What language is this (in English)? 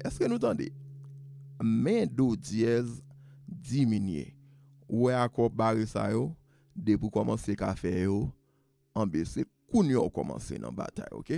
Haitian Creole